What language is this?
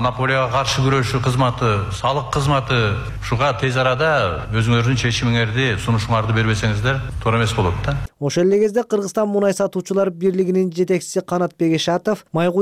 Kyrgyz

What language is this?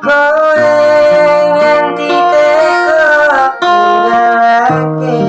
Javanese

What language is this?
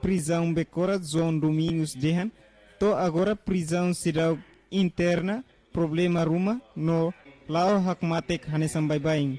Tetum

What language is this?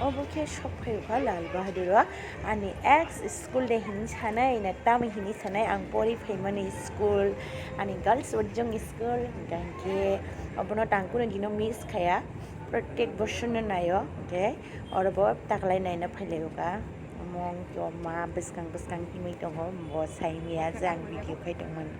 Kok Borok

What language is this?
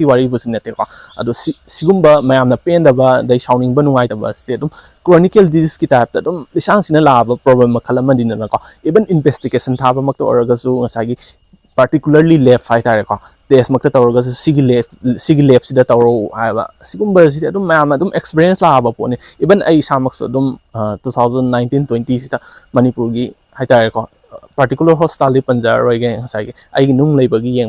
Manipuri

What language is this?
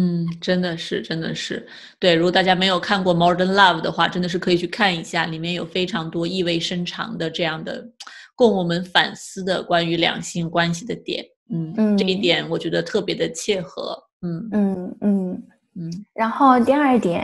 Chinese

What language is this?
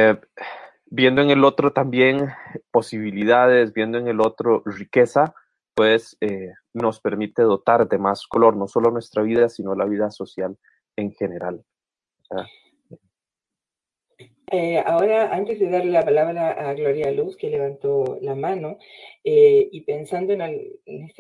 Spanish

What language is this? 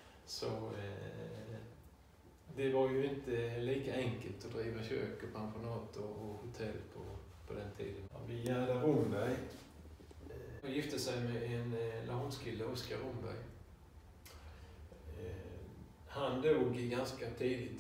Swedish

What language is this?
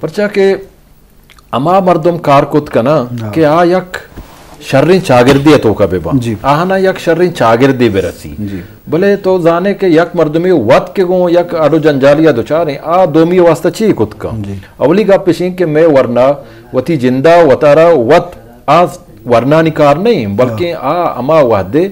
Eastern Balochi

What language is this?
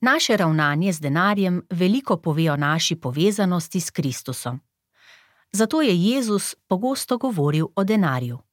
Slovenian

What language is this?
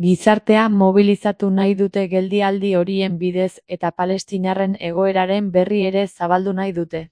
Basque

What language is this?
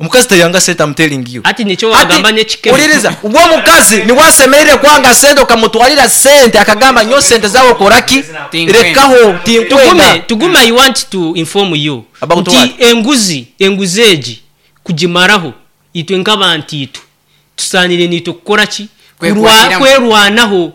Nyoro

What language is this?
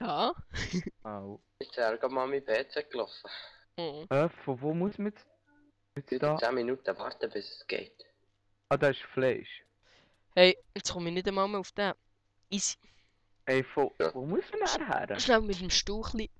Swiss German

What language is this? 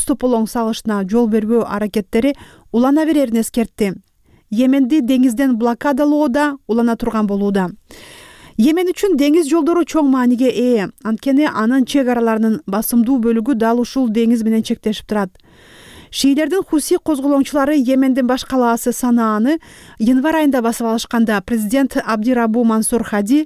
Kyrgyz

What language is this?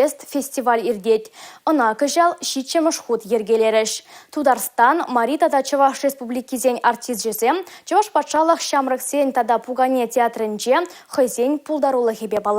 Chuvash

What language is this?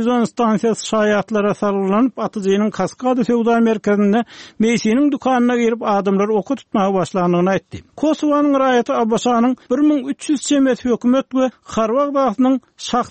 Turkmen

